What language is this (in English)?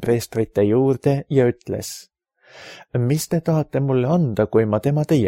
Estonian